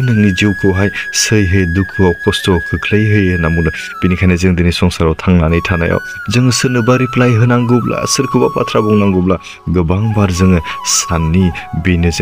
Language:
Bodo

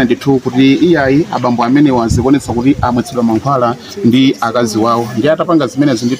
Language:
Nyanja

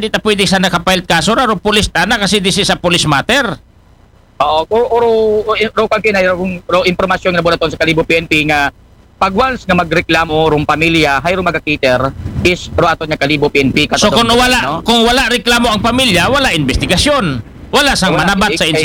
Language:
Aklanon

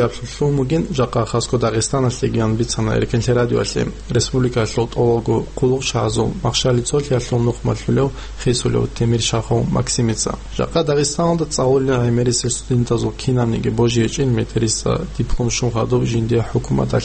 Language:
Avaric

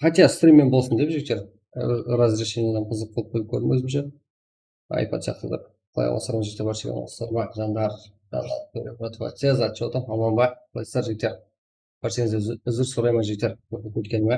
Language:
Kara-Kalpak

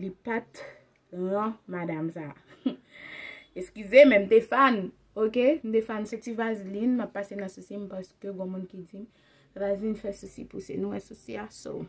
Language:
Haitian Creole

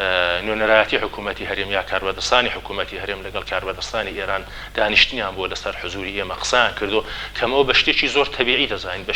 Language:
Central Kurdish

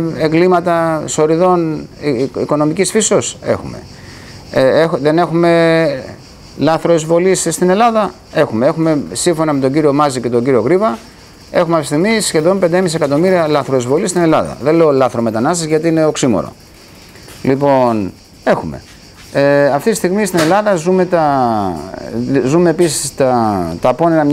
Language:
Greek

